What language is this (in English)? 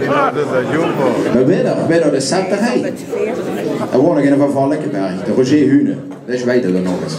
Limburgish